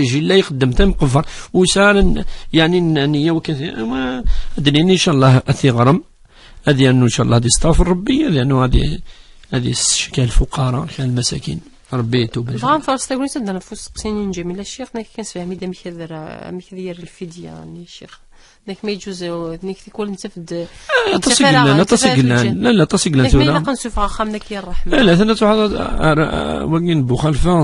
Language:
Kabyle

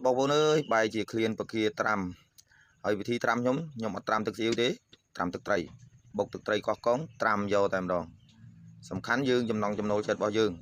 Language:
Khmer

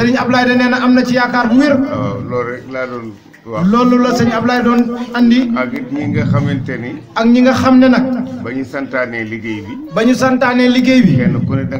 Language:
Wolof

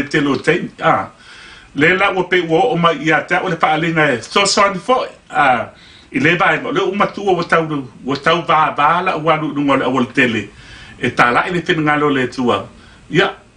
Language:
Samoan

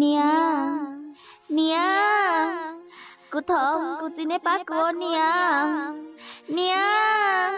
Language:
Hmong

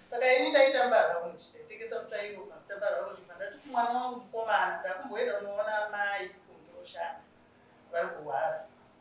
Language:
Shona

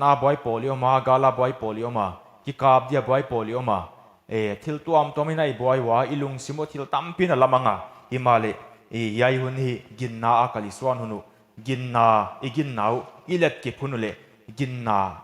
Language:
Paite Chin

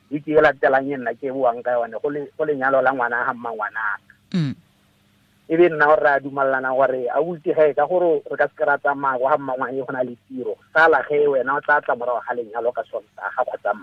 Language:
Tswana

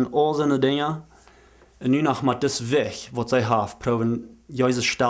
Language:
Plautdietsch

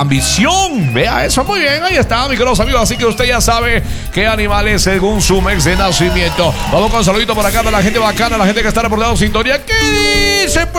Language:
Spanish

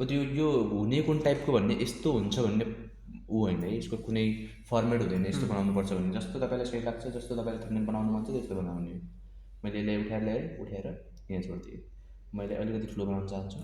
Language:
Nepali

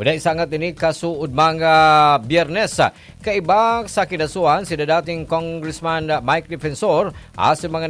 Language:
Bikol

